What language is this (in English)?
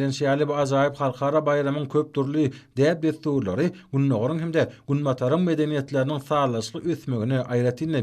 Turkmen